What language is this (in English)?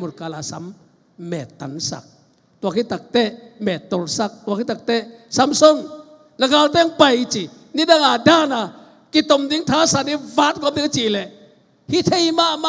Tedim Chin